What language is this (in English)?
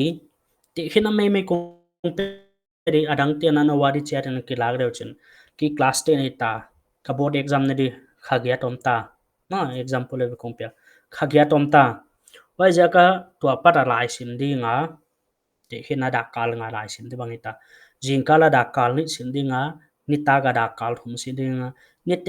Paite Chin